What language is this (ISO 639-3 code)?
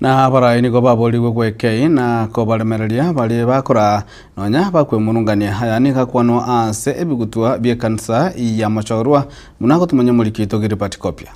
guz